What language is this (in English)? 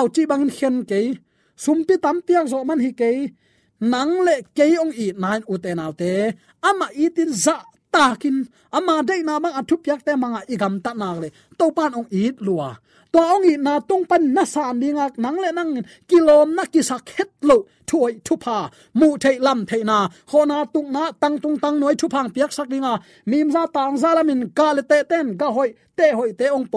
Tedim Chin